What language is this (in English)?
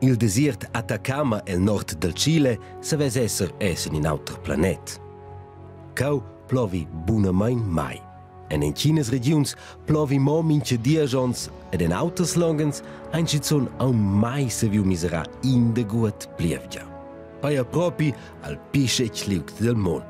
Romansh